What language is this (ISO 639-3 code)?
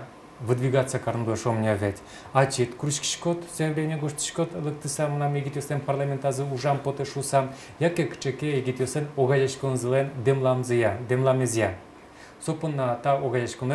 udm